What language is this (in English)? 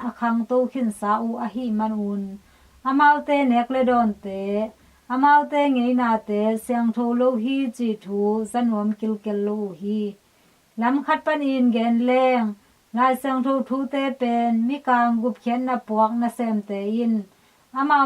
Tedim Chin